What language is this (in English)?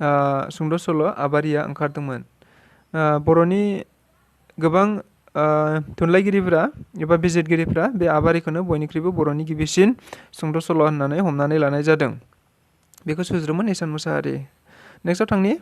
Bodo